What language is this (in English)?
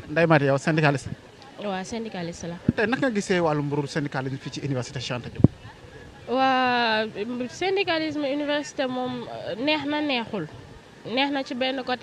Wolof